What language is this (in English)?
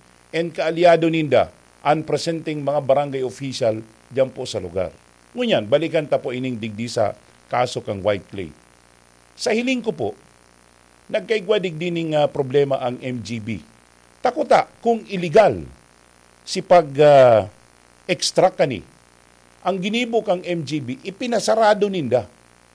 Bikol